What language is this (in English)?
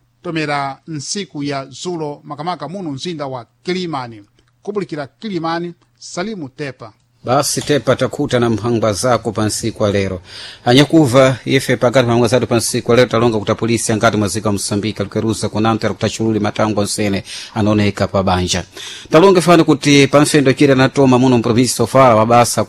Sena